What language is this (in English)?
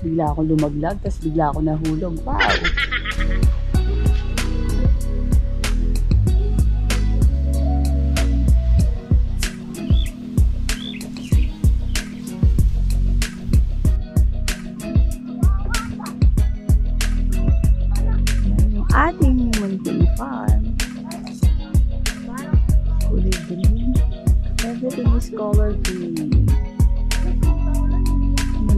Filipino